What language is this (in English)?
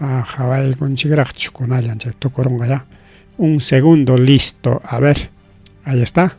Ayacucho Quechua